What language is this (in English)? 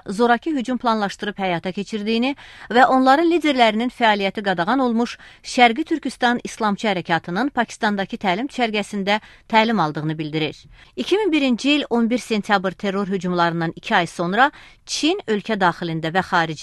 Azerbaijani